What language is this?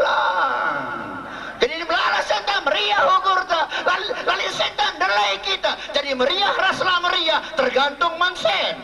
Batak Karo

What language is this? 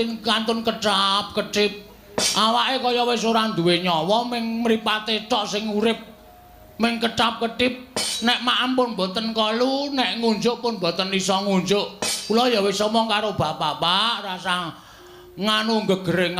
Javanese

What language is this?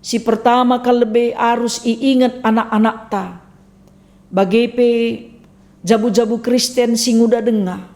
Batak Karo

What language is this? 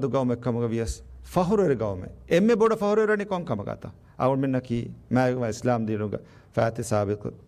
Divehi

